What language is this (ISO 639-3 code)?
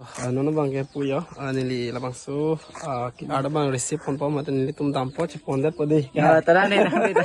mjw